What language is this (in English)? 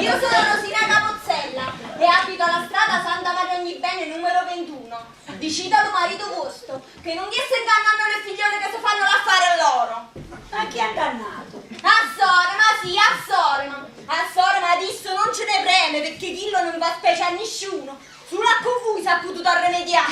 Neapolitan